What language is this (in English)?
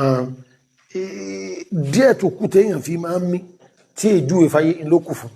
Yoruba